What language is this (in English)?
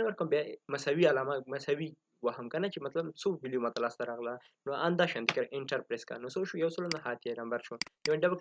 Pashto